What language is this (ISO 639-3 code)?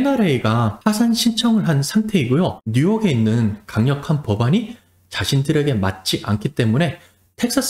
kor